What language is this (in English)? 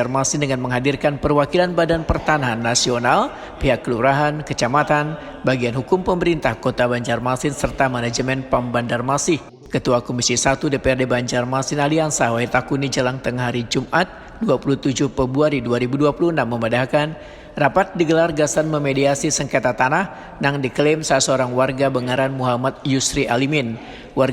Banjar